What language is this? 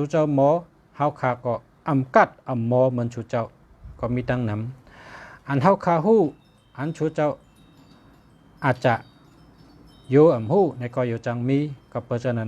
Shan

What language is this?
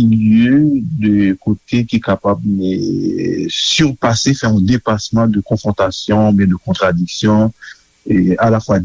Haitian Creole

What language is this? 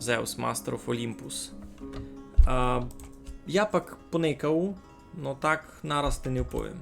Rusyn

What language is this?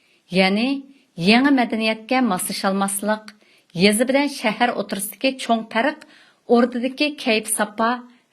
Uyghur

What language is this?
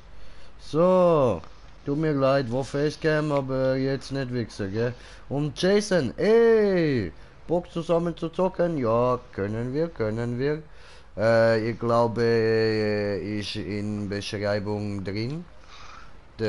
Swiss German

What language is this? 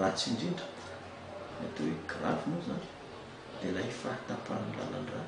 Malagasy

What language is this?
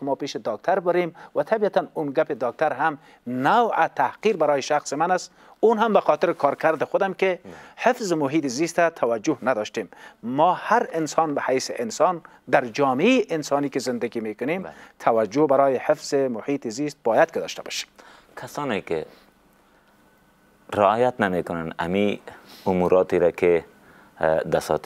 Persian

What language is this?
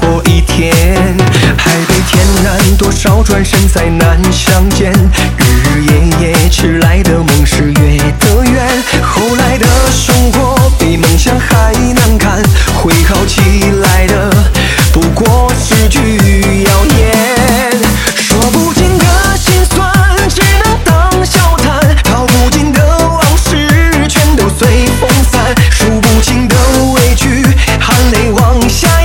Chinese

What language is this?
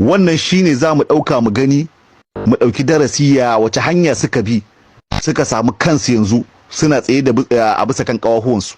Hausa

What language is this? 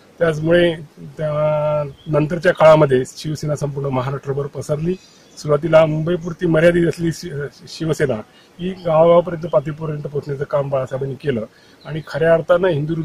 Marathi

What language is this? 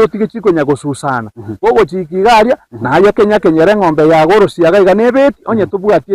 Gusii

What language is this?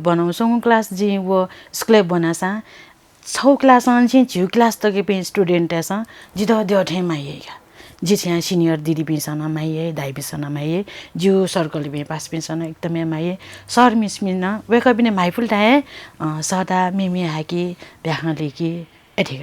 Newari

